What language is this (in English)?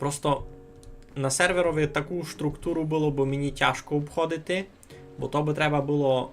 Rusyn